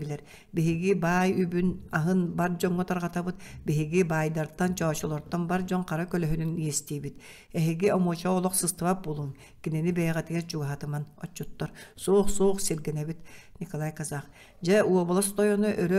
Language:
Yakut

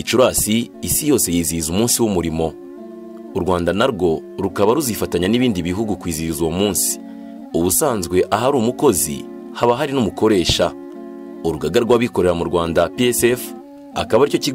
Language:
Kinyarwanda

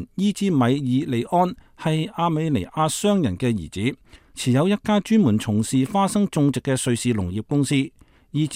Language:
Cantonese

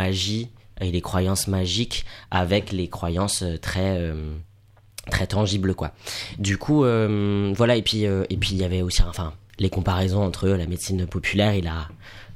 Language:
French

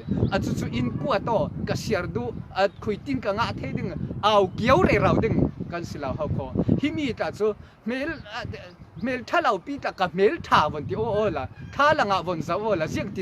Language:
Falam Chin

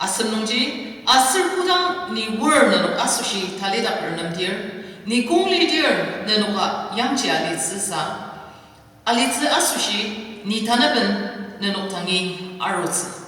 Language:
Ao Naga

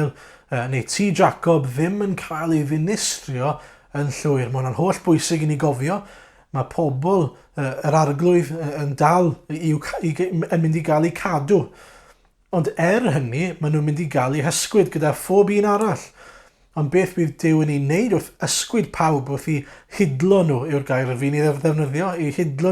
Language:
Welsh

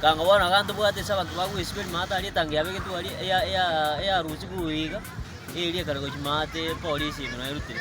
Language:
Gusii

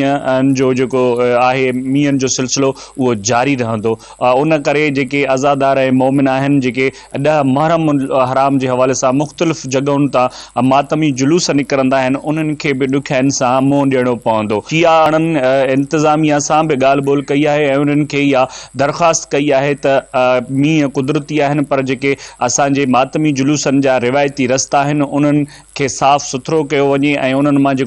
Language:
Sindhi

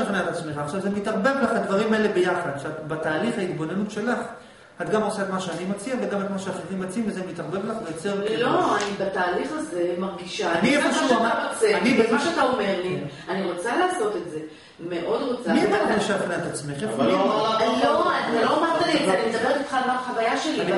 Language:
Hebrew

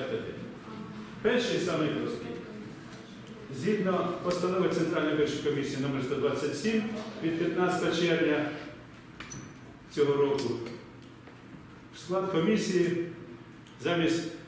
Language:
Ukrainian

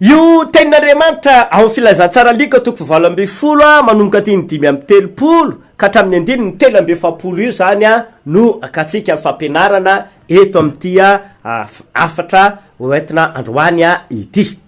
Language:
Malagasy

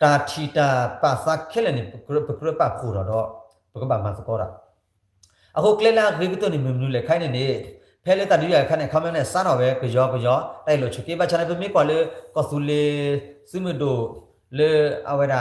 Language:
S'gaw Karen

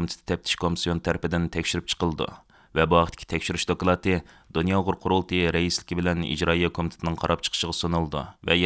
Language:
Uyghur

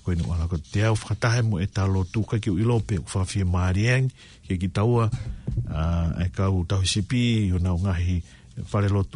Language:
Tongan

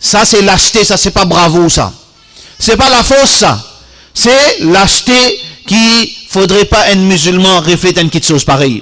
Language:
Morisyen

